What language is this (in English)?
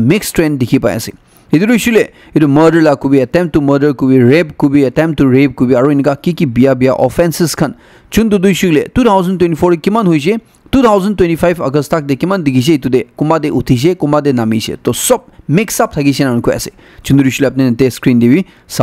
Naga Pidgin